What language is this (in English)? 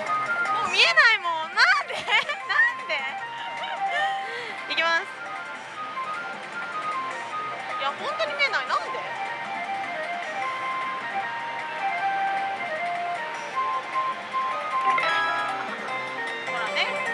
Japanese